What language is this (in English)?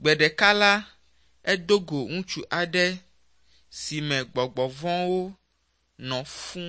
Ewe